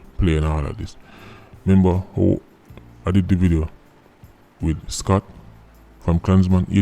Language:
Jamaican Creole English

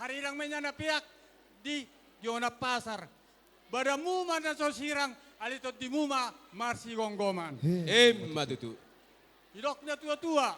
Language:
Batak Toba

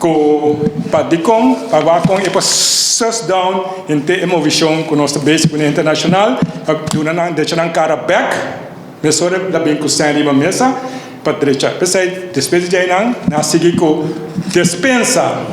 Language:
Papiamento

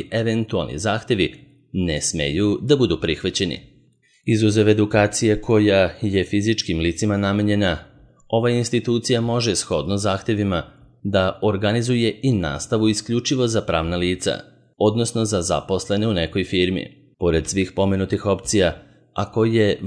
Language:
Serbian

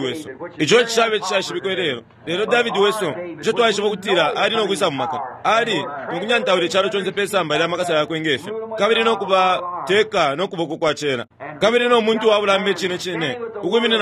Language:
Bemba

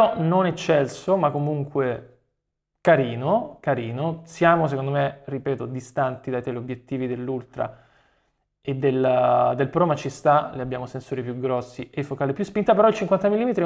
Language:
Italian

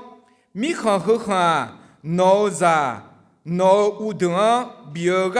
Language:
Akha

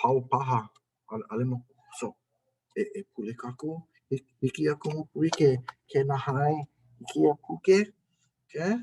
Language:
Hawaiian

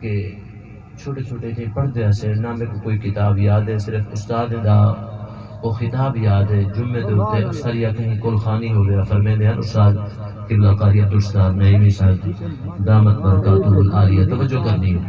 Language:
Saraiki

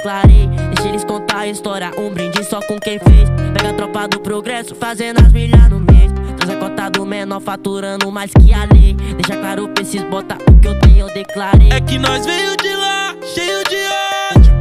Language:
Portuguese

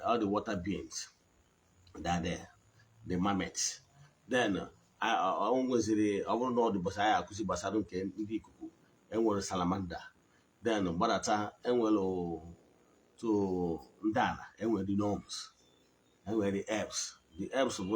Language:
Igbo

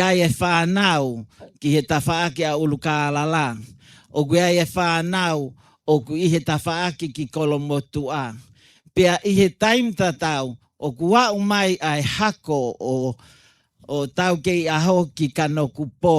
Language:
Tongan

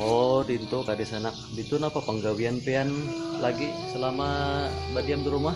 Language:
Banjar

